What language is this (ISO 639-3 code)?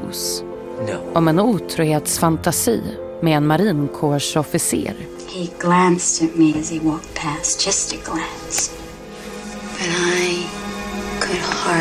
swe